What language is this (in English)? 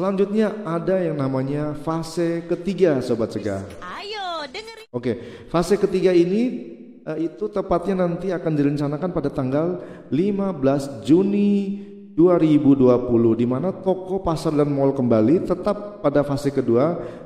Indonesian